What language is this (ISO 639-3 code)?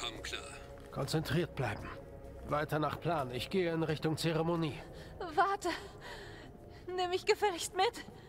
deu